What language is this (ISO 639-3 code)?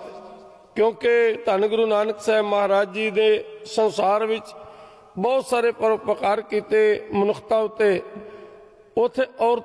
pan